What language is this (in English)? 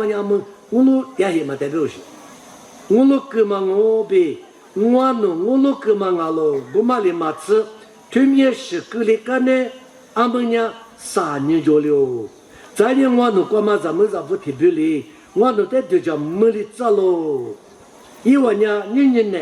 Lisu